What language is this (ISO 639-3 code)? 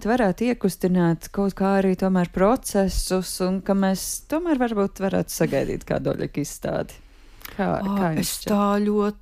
lav